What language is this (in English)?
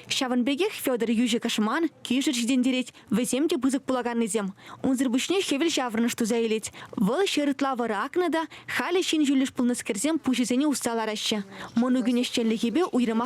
Chuvash